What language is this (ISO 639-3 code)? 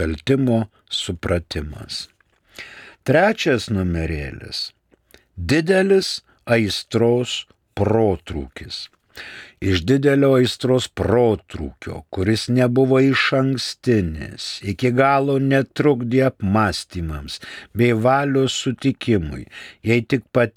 lit